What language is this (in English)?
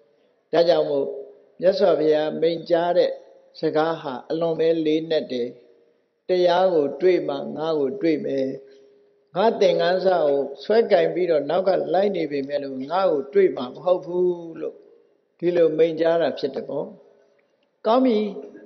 Burmese